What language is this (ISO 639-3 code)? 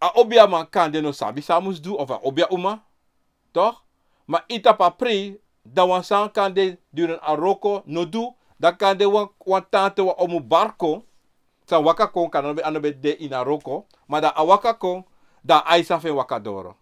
srn